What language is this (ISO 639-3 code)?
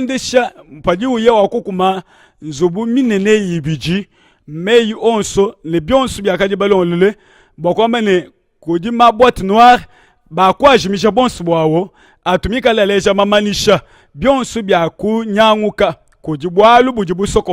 lua